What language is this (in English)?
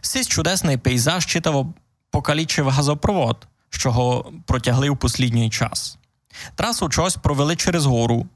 Rusyn